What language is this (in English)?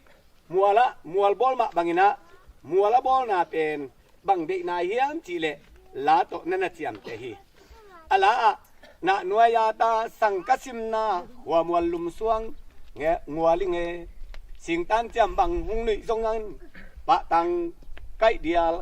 Tedim Chin